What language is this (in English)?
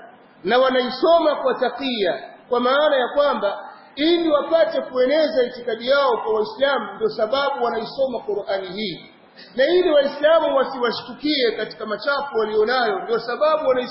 Swahili